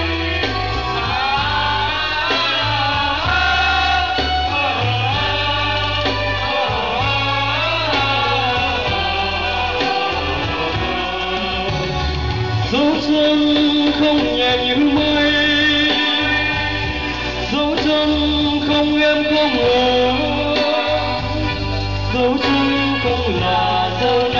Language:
Vietnamese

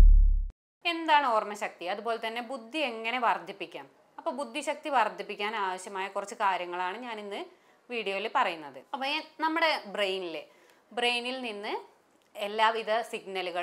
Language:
Malayalam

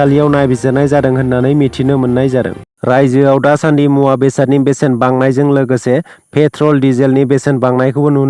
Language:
Bodo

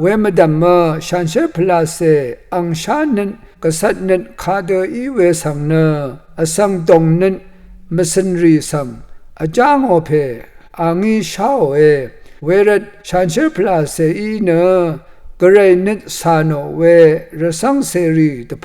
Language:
Rawang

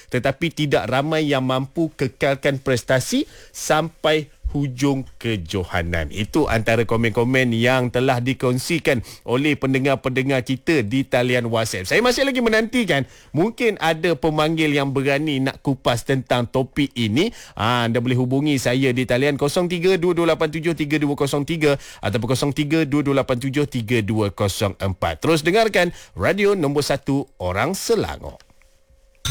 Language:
Malay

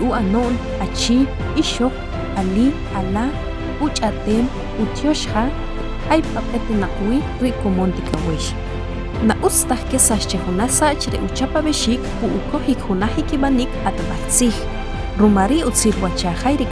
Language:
Achi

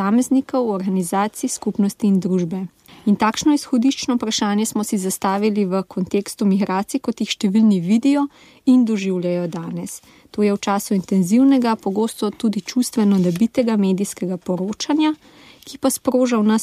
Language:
Slovenian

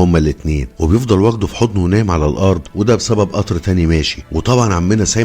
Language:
Egyptian Arabic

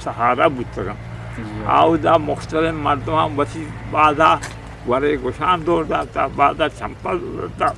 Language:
Eastern Balochi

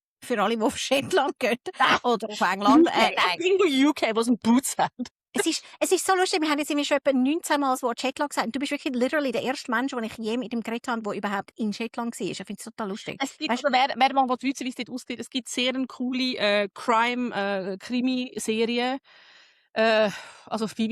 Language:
Swiss German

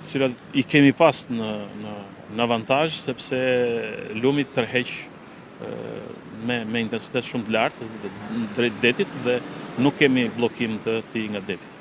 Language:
Albanian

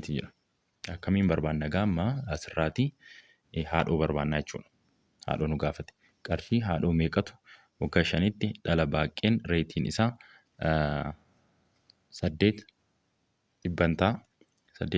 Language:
Oromo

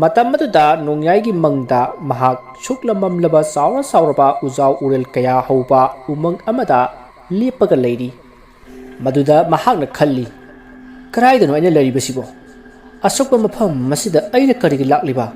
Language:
Manipuri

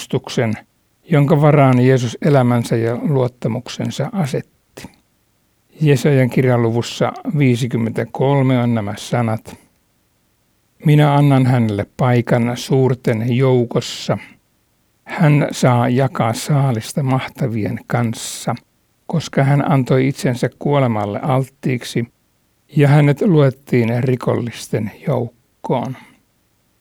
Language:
Finnish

